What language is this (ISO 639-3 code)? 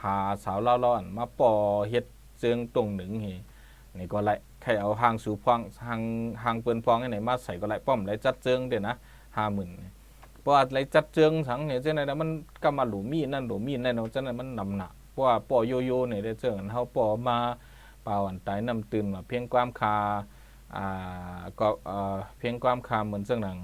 shn